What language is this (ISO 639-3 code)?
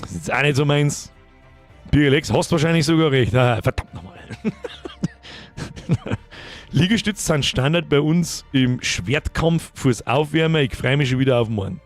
bar